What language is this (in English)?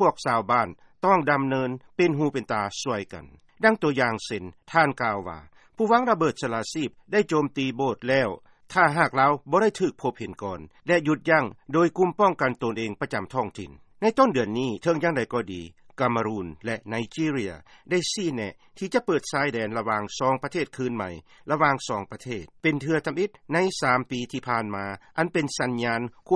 Lao